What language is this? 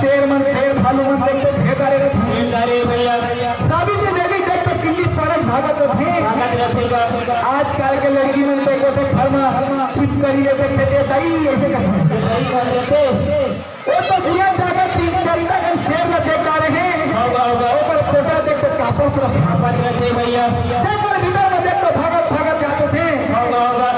Chhattisgarhi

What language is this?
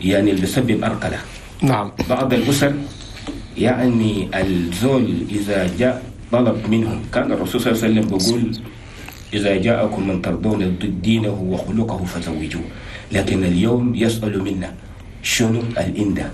Chadian Arabic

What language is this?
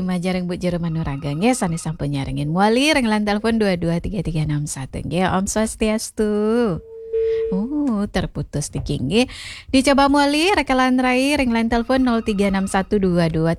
Balinese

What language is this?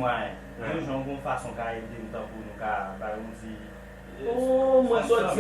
Haitian Creole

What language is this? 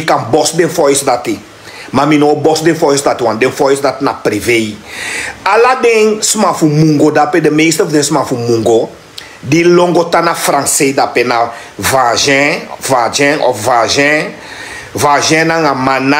Sranan Tongo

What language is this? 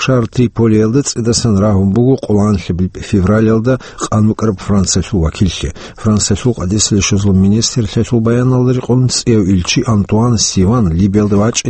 Avaric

